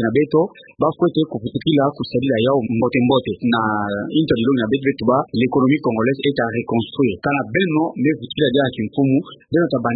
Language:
Kituba (Democratic Republic of Congo)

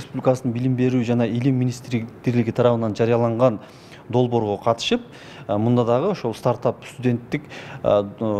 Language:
Kyrgyz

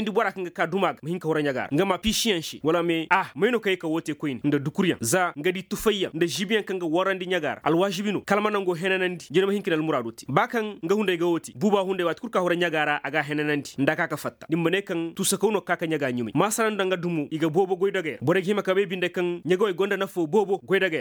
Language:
Koyraboro Senni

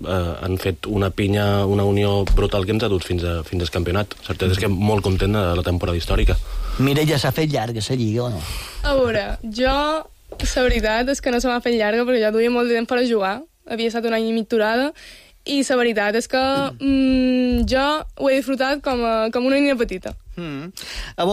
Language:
Catalan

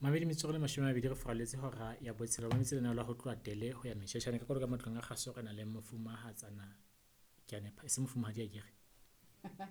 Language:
Southern Sotho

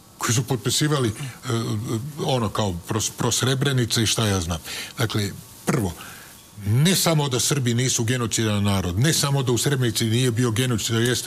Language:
Serbian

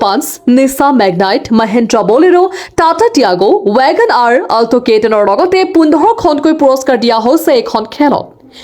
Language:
Assamese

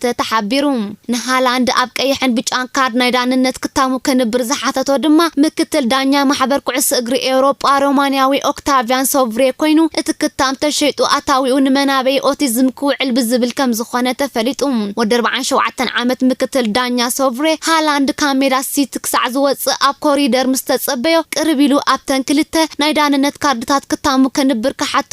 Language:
Tigrinya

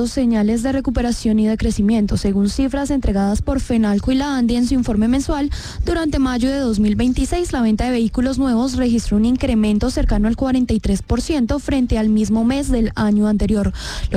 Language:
Spanish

